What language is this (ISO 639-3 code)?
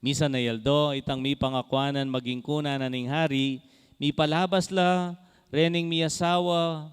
pam